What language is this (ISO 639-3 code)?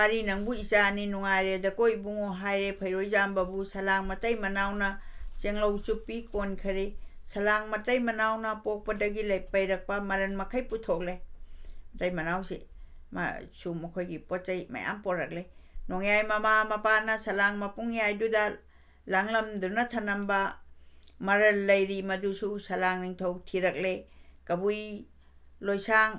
mni